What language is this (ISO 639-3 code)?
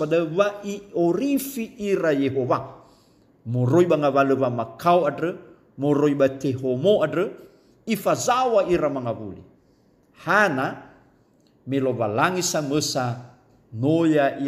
nia